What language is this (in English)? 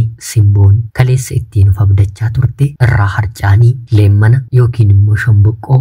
Oromo